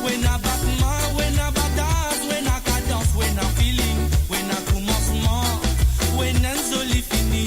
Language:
Morisyen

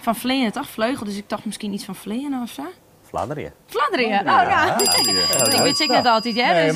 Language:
Western Frisian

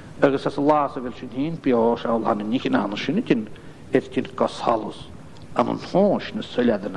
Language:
Scottish Gaelic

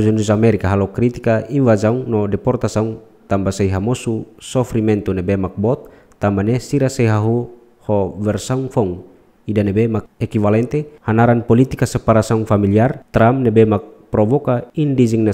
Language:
Tetum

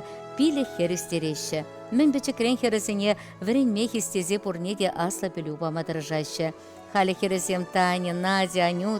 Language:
Chuvash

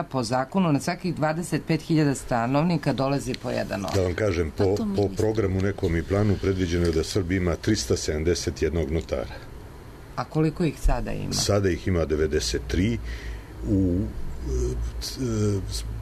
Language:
Serbian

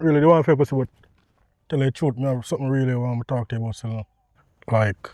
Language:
Jamaican Creole English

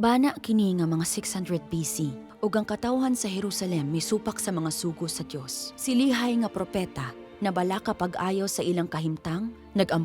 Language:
Cebuano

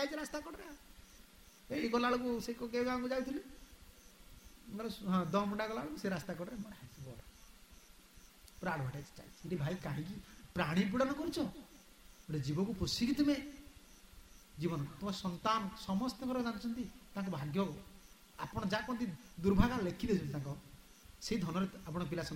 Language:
Odia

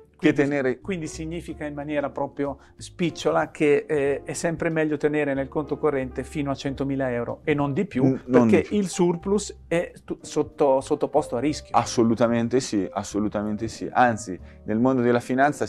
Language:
Italian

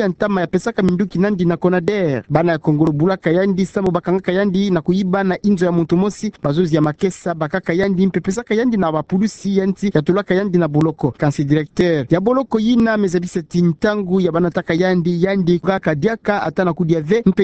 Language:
Kituba (Democratic Republic of Congo)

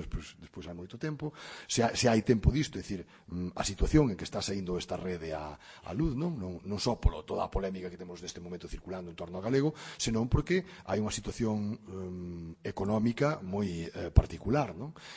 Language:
Galician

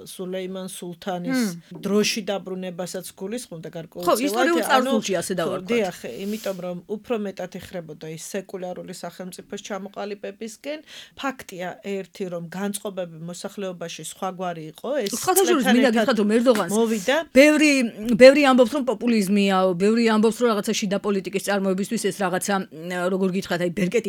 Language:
Georgian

